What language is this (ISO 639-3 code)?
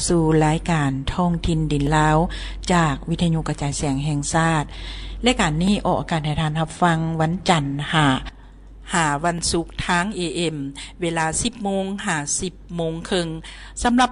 lao